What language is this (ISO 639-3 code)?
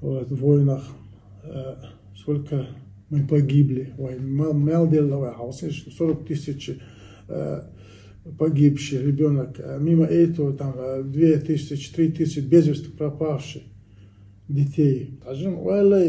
che